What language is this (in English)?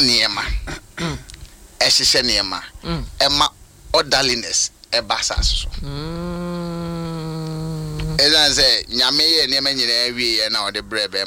Akan